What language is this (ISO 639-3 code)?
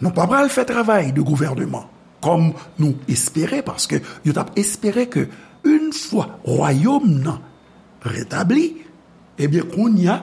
hat